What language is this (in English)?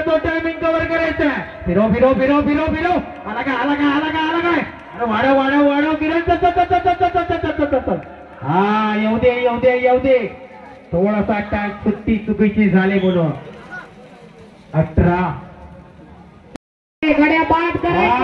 Marathi